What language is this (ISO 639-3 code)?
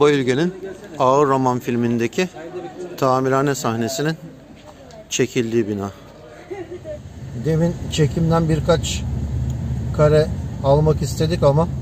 tur